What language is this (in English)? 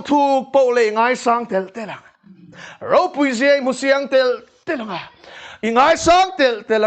Mizo